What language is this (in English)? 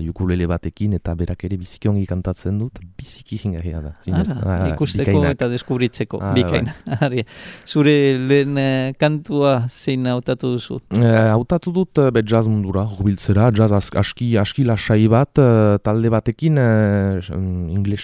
Basque